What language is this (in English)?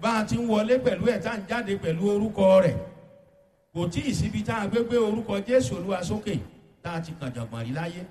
Yoruba